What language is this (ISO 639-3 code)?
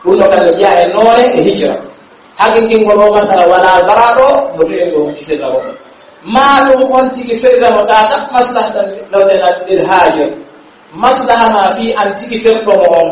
fuf